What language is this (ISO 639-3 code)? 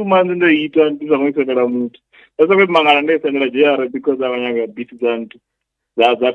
ven